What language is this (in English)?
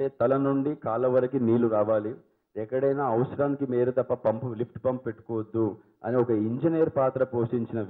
Telugu